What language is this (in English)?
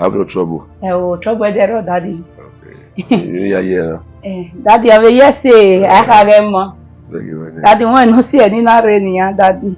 Bini